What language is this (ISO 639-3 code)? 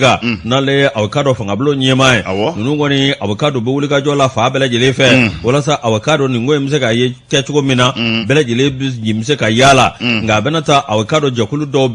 bam